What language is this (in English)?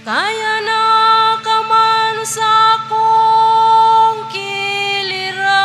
Cebuano